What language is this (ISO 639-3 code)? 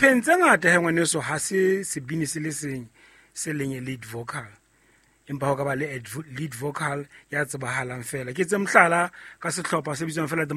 sot